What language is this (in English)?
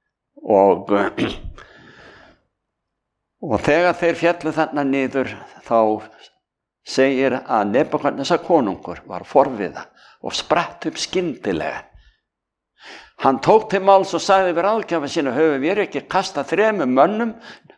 Icelandic